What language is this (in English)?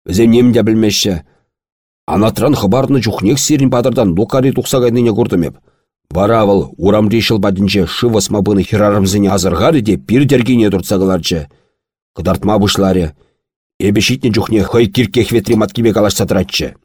Chuvash